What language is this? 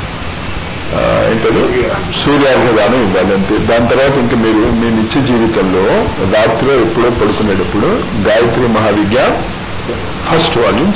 Telugu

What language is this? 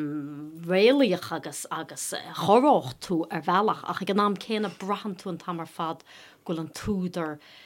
Irish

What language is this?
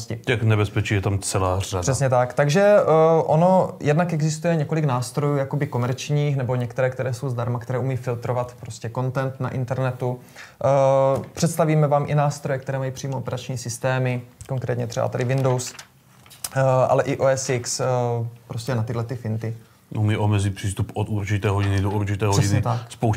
Czech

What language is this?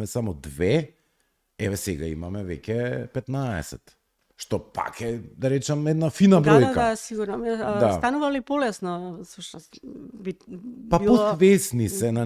Macedonian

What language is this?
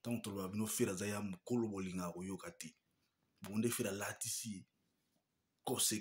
Lingala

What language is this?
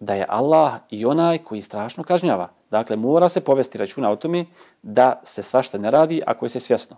Bosnian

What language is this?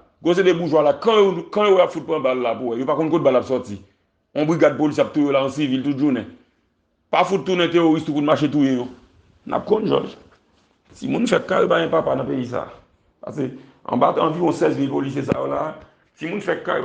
Haitian Creole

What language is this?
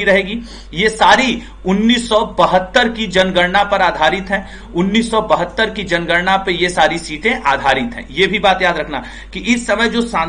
Hindi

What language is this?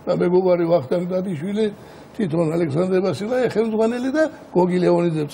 Georgian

